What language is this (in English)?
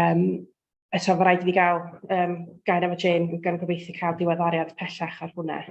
Welsh